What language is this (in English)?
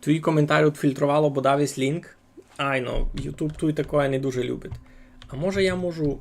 Rusyn